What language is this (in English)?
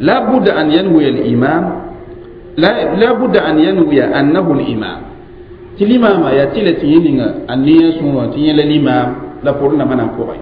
Mossi